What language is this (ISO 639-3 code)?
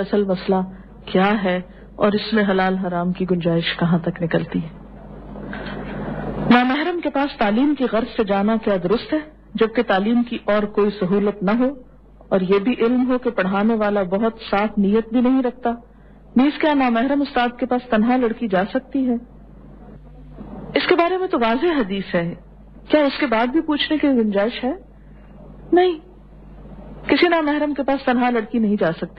urd